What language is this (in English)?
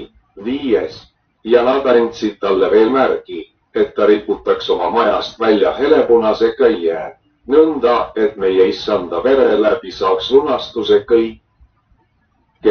Estonian